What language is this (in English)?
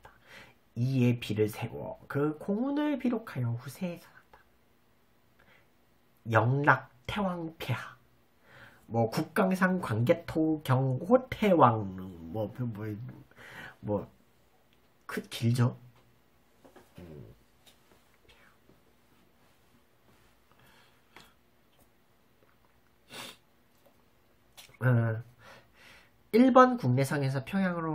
Korean